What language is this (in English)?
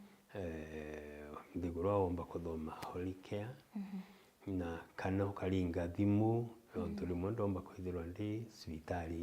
Meru